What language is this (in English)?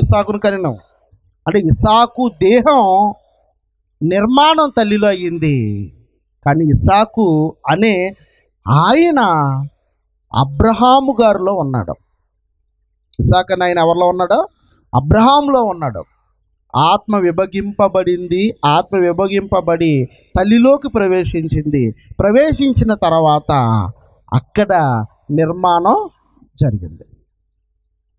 Telugu